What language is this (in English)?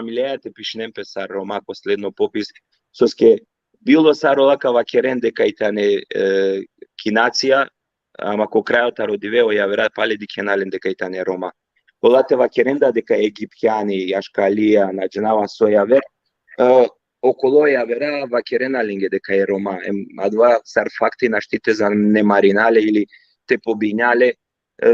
Balkan Romani